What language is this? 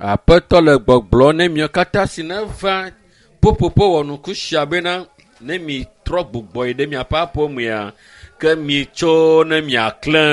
Ewe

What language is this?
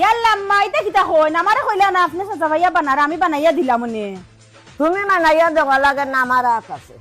Sylheti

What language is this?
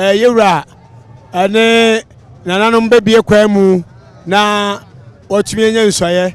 Akan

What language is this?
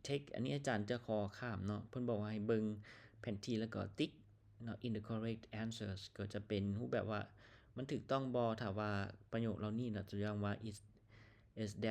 Lao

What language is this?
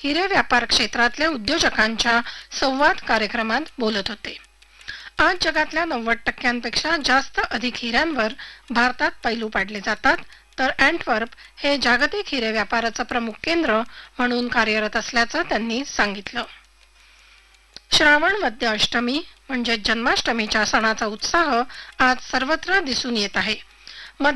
Marathi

